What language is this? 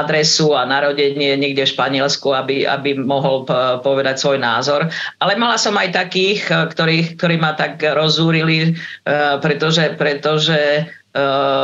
Slovak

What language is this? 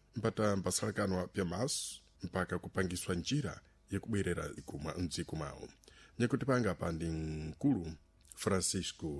Sena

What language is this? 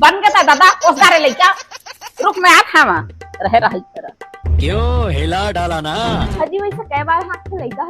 Chhattisgarhi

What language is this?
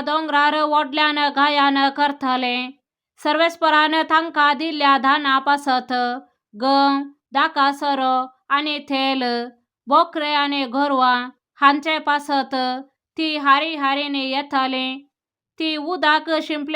Konkani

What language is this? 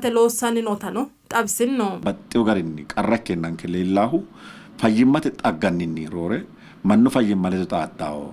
Sidamo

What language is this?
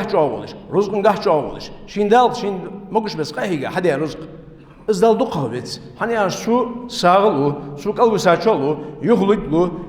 Ingush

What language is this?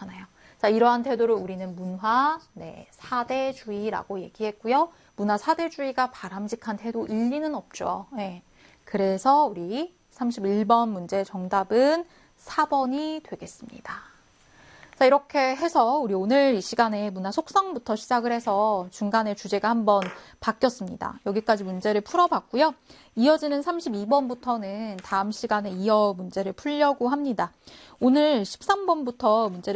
Korean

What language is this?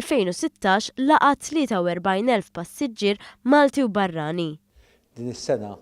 Maltese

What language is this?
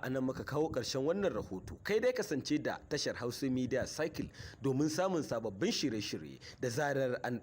Hausa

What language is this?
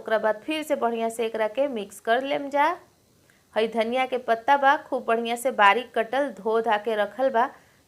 Bhojpuri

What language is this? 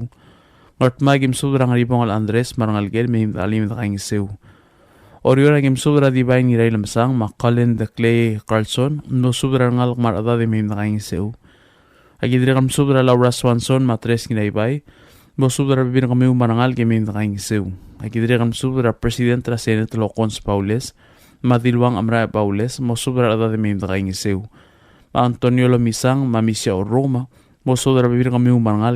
Palauan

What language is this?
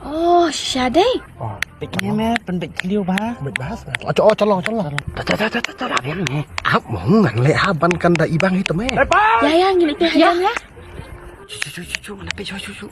Khasi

